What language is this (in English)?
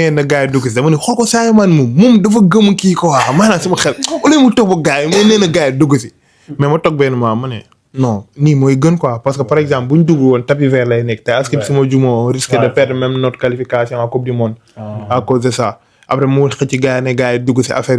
Wolof